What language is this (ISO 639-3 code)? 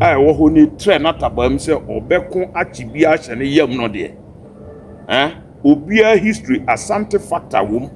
aka